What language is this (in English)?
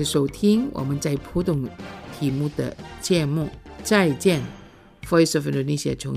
Chinese